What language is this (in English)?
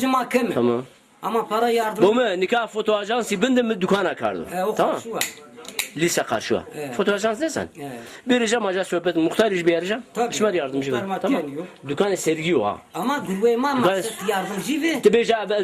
Zaza